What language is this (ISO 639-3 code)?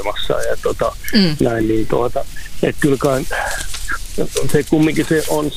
fin